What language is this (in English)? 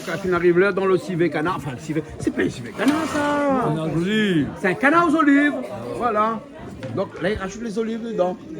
Réunion Creole French